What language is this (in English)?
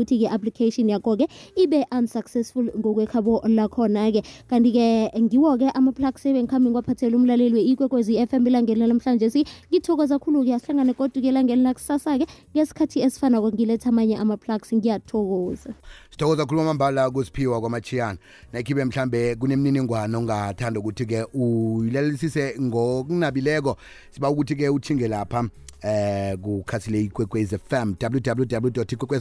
South Ndebele